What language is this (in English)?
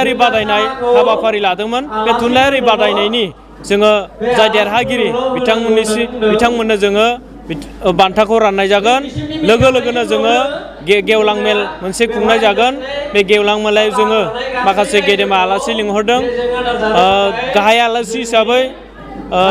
Bodo